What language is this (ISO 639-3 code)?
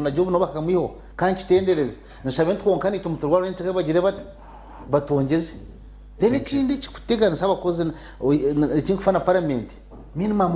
nyn